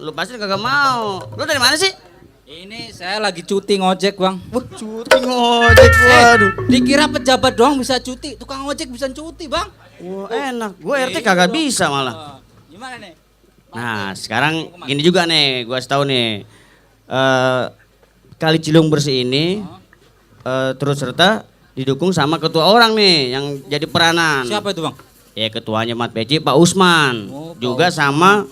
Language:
Betawi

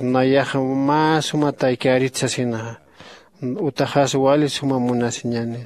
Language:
Aymara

